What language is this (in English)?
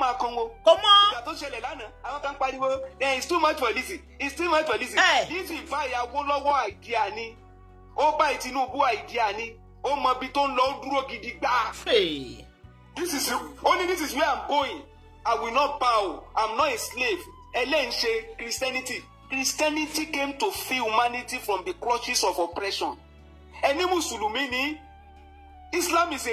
Yoruba